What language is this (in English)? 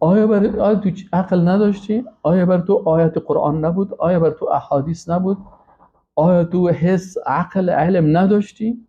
Persian